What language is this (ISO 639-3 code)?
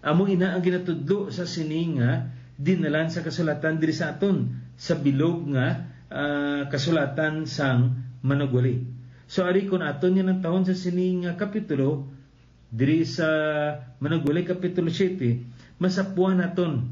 hil